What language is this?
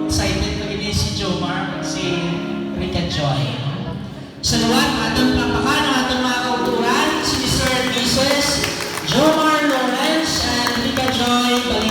Hiligaynon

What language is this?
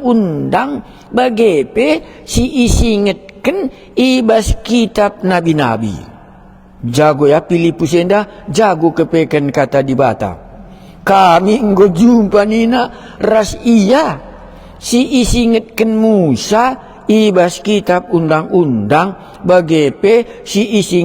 Batak Karo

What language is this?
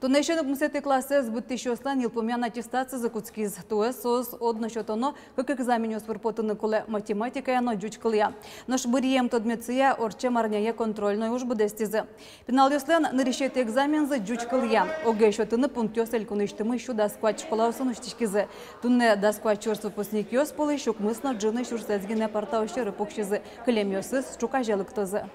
Udmurt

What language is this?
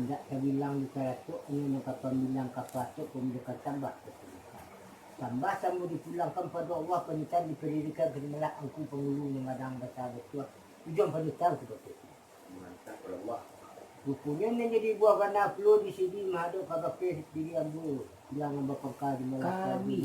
Minangkabau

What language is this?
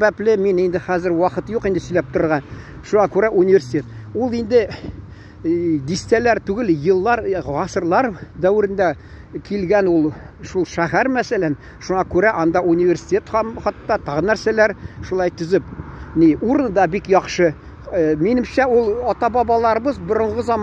Tatar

